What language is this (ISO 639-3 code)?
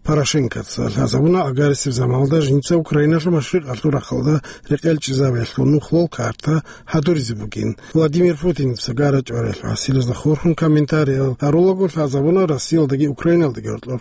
ava